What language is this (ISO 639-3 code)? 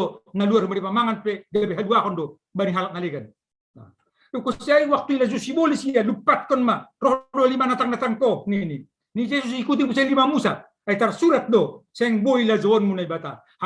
bts